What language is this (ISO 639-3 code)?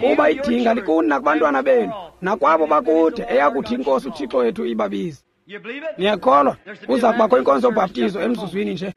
xho